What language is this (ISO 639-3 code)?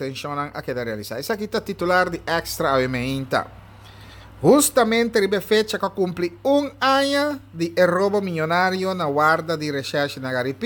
pap